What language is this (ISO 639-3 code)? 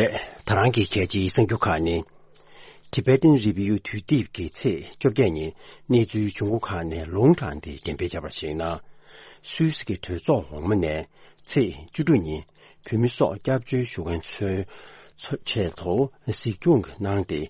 bod